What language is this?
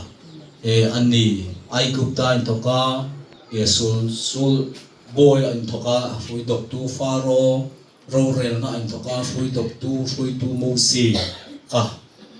Hmar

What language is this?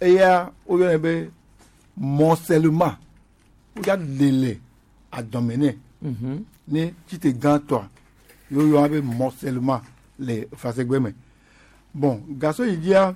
Gen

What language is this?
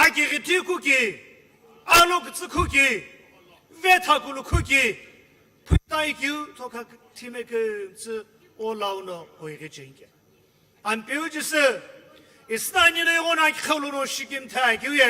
Sumi Naga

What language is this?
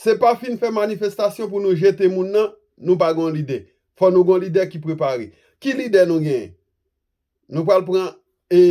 Haitian Creole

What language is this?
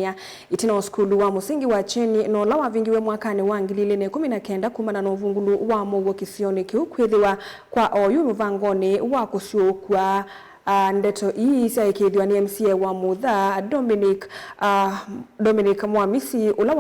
Kamba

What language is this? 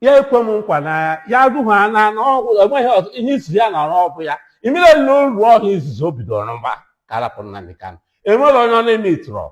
Igbo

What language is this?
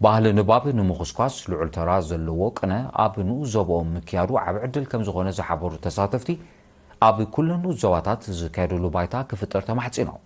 Tigrinya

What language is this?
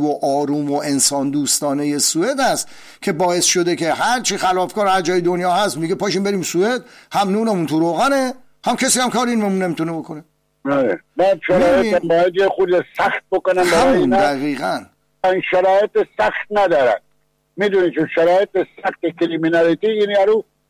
Persian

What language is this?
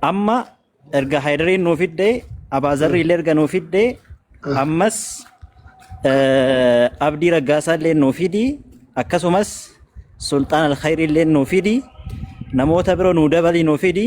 Oromo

